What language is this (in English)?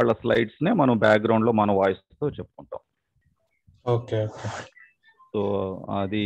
Telugu